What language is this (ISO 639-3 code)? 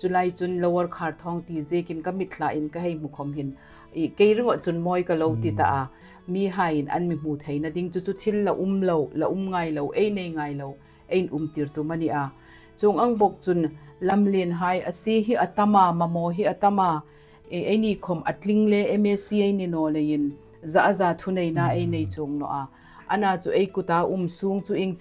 hmr